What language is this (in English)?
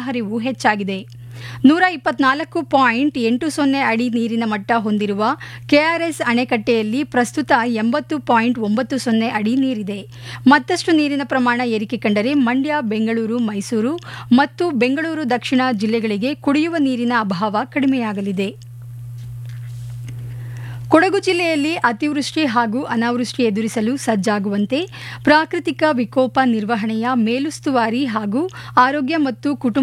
Kannada